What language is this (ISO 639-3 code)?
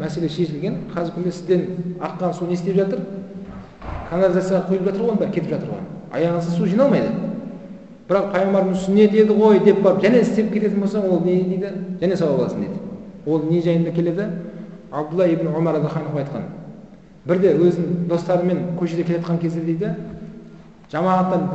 kaz